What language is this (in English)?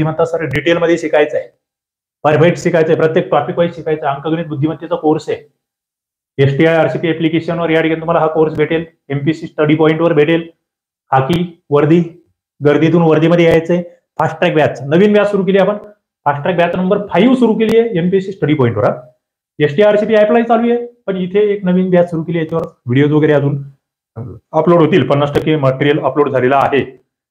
Marathi